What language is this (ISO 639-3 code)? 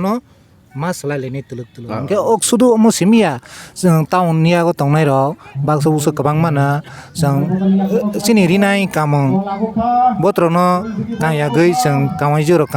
trp